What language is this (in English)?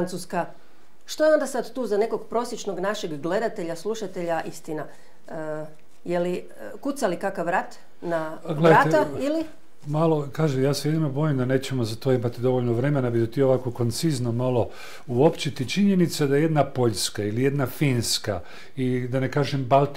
Croatian